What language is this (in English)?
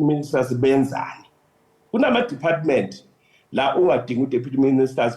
Zulu